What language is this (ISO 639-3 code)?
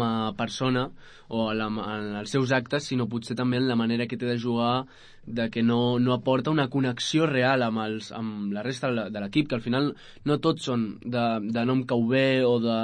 cat